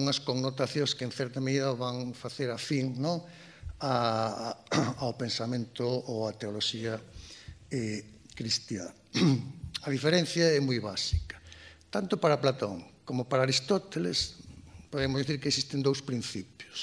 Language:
Galician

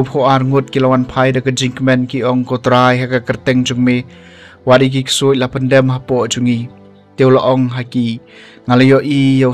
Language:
Khasi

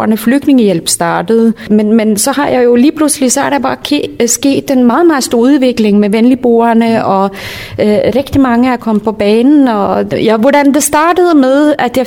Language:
Danish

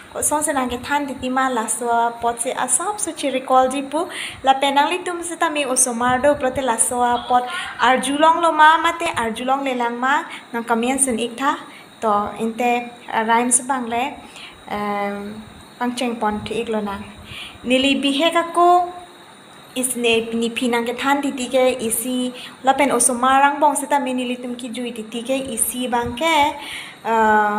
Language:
Karbi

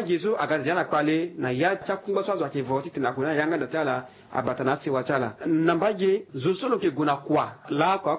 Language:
Sango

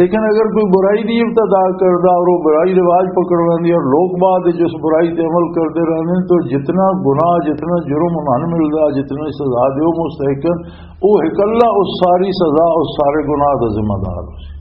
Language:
Western Panjabi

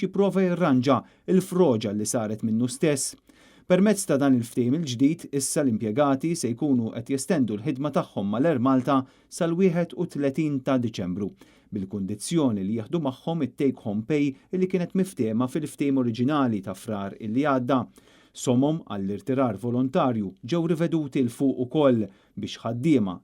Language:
Maltese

